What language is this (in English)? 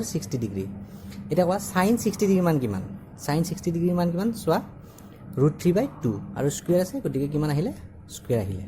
Assamese